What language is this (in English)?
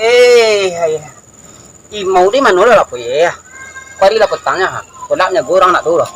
Minangkabau